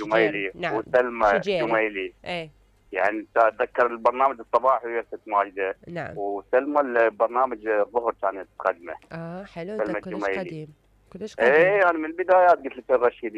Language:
Mesopotamian Arabic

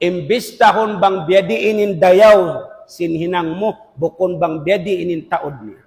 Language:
Tausug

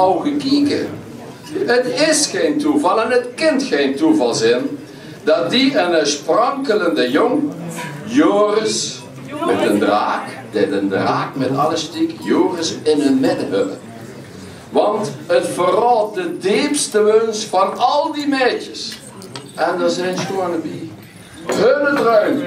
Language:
Limburgish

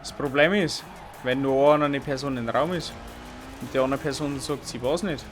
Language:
Bavarian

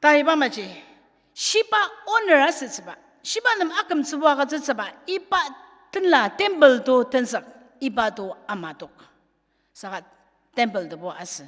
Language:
Ao Naga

